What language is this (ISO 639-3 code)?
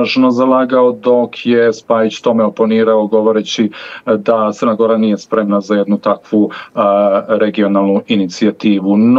bos